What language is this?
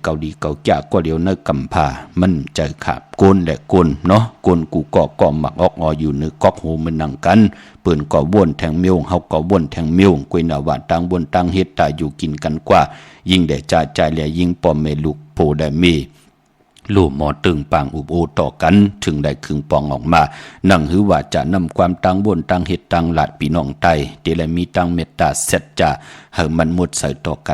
Shan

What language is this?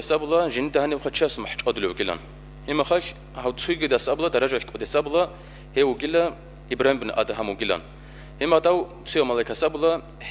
Avaric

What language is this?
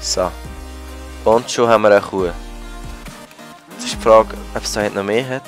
Swiss German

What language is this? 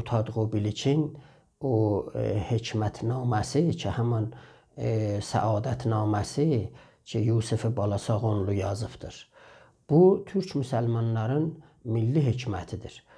South Azerbaijani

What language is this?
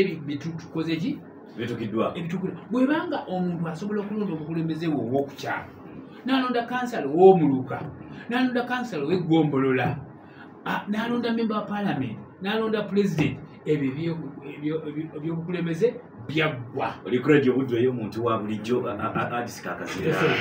Ganda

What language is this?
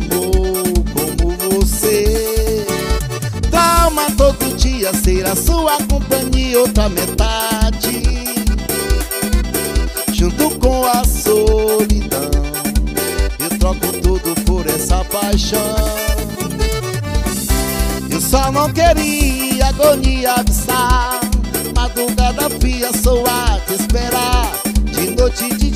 Portuguese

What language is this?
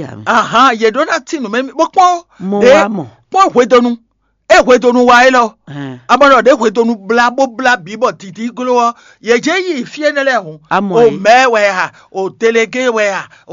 Fon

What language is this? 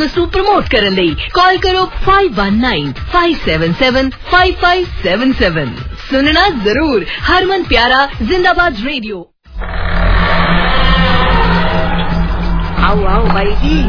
Punjabi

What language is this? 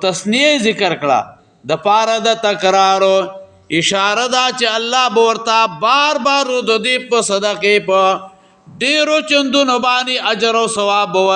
Pashto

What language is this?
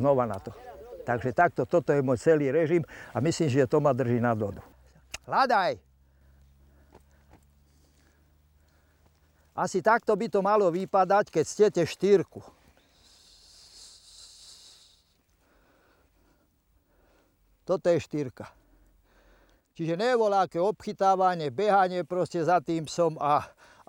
Slovak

